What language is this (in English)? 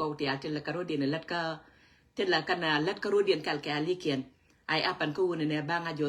Nuer